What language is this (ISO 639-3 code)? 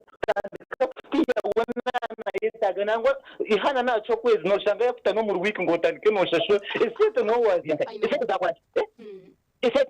nyn